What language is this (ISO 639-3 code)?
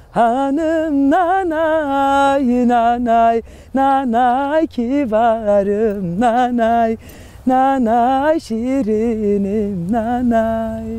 zza